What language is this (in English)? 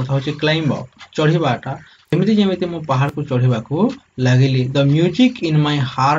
Odia